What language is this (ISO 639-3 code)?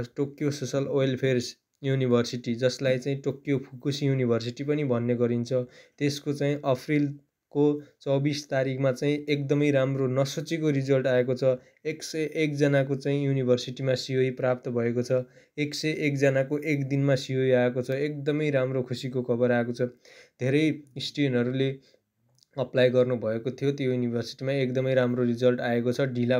nep